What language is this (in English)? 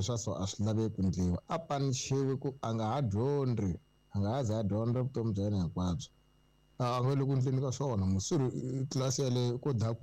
Tsonga